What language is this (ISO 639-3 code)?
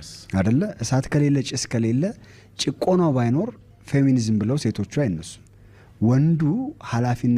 amh